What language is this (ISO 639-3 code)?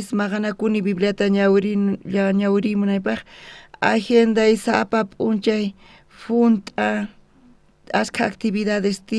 quh